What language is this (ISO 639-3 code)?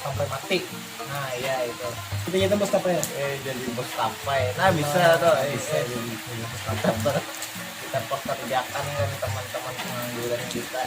bjn